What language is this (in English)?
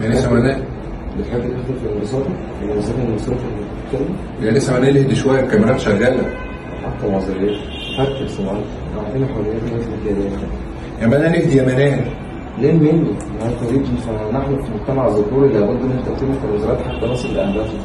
Egyptian Arabic